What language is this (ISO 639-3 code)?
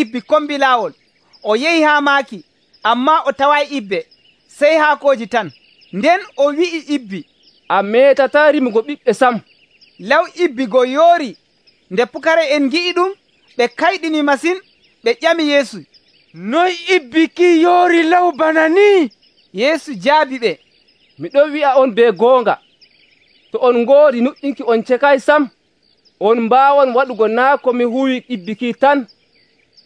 fuv